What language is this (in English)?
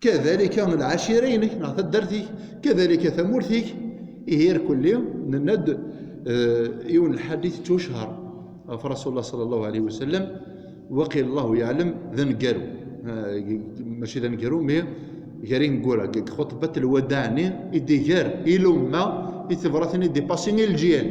Kabyle